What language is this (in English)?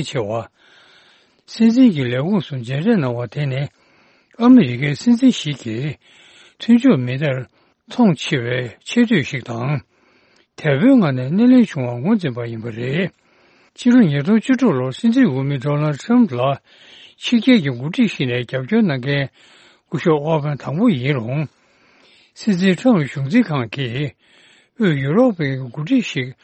Tibetan